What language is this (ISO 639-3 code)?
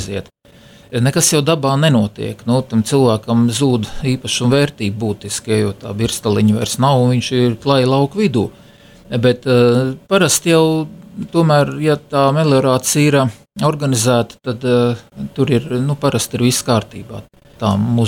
lav